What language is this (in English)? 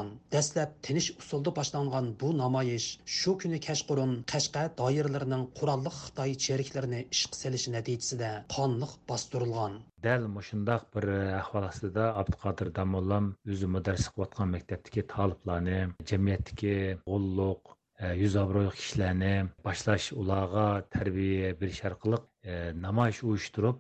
Uyghur